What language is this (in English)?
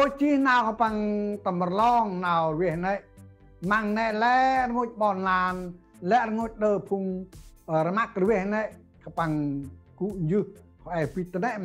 Central Mnong